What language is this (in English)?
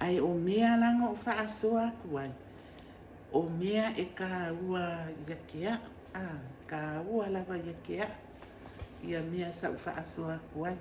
Samoan